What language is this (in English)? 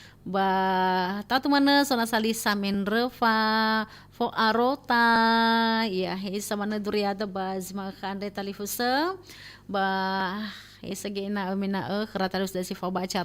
Nias